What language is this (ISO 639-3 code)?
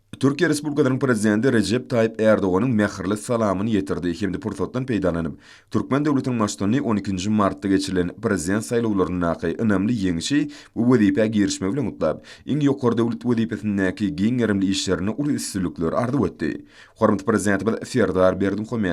tuk